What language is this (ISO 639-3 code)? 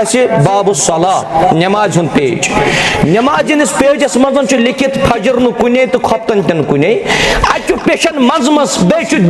kas